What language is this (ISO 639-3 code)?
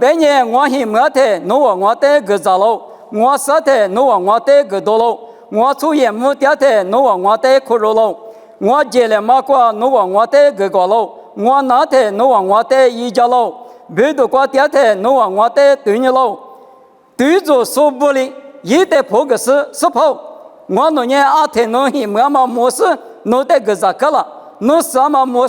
lis